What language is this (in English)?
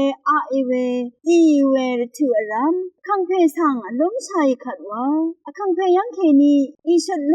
Rawang